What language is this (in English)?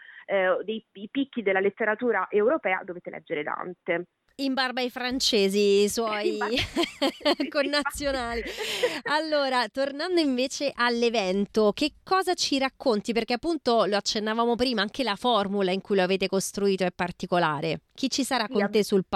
Italian